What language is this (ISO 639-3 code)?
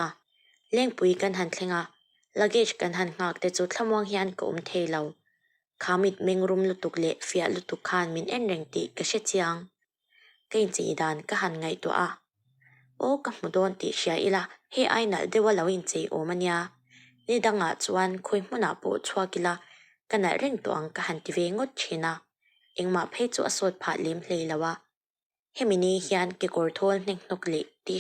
lus